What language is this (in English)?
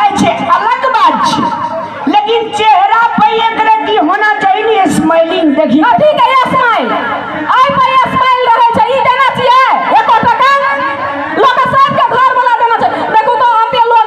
Maithili